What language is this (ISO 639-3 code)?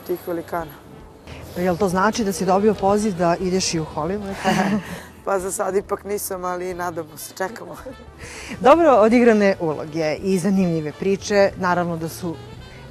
srp